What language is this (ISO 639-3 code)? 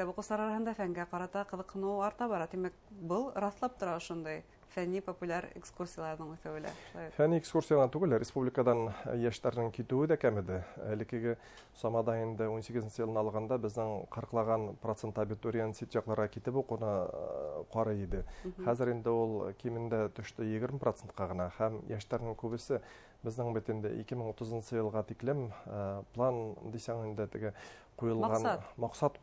bak